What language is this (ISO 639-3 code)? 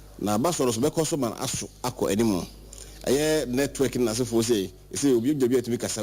aka